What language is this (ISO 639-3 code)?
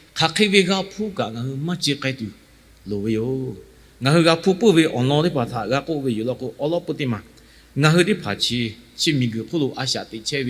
lhu